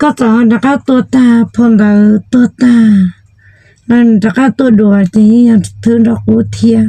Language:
Hmong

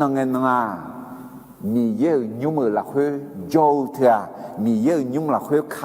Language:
Akha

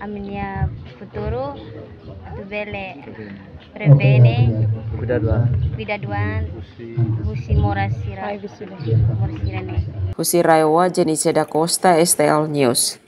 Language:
Tetum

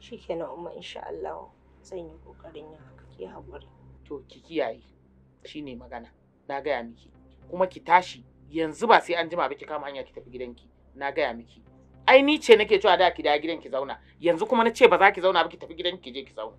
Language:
Hausa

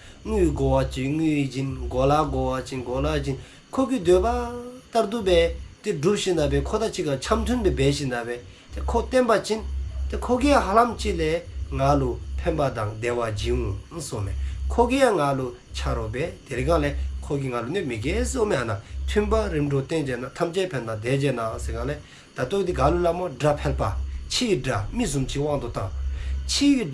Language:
Dzongkha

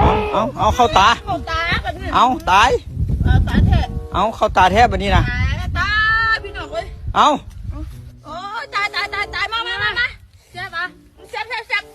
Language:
Lao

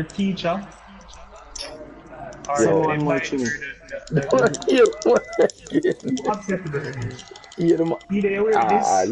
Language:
Jamaican Creole English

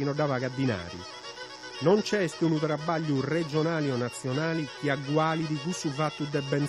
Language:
Sardinian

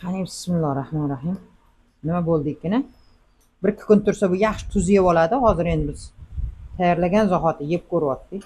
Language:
Uzbek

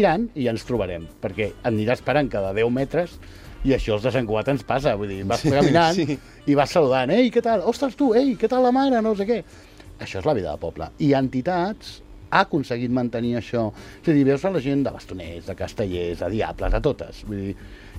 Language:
Catalan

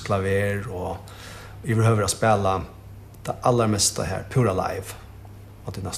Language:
Faroese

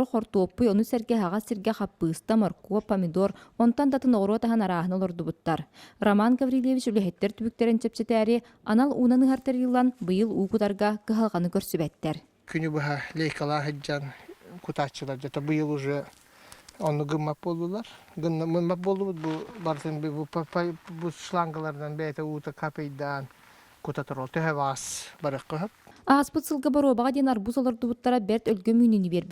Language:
Yakut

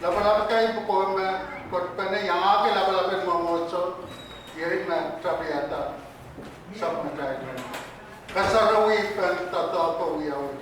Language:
Pohnpeian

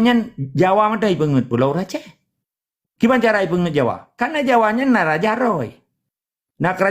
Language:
Achinese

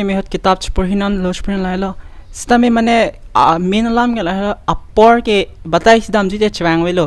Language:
Karbi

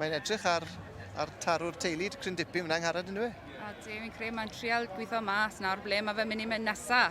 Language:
Welsh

